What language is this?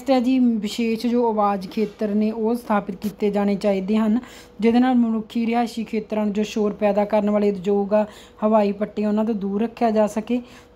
Punjabi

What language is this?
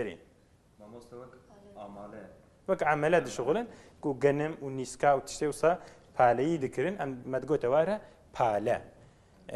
Kurdish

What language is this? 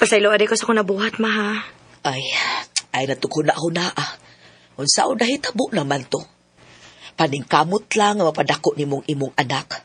Cebuano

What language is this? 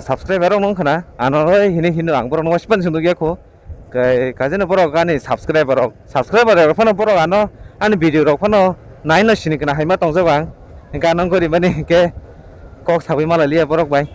Kok Borok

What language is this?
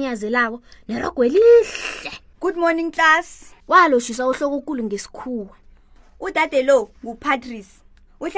South Ndebele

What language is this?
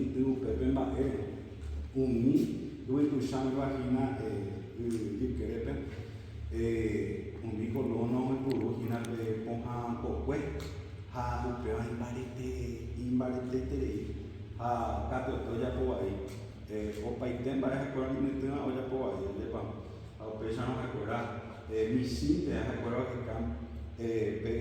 Guarani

